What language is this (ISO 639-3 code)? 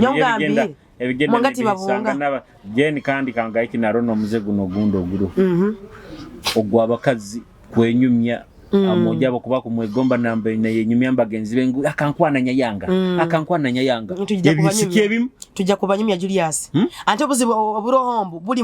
nyo